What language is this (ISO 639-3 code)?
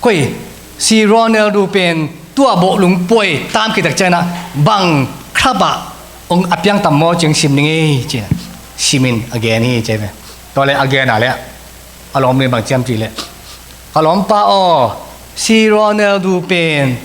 ctd